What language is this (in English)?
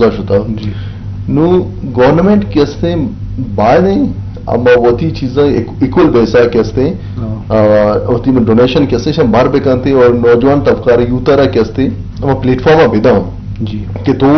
Eastern Balochi